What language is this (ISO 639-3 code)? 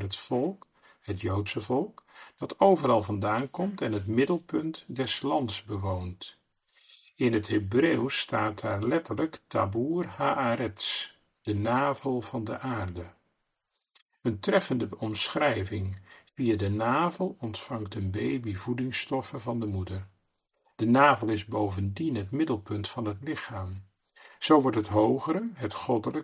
nld